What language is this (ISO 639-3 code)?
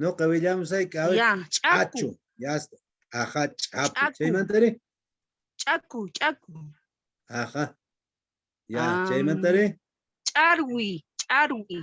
que